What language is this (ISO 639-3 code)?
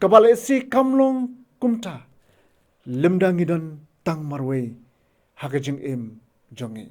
kha